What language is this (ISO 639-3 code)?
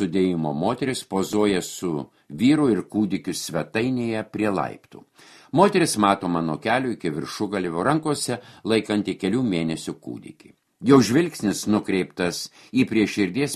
lit